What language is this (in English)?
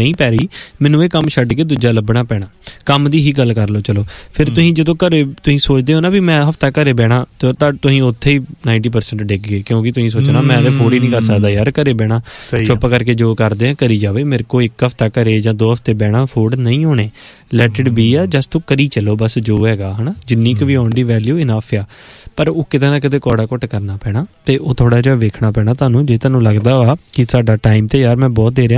Punjabi